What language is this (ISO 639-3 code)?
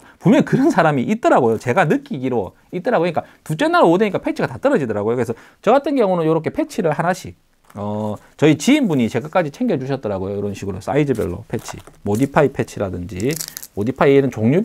kor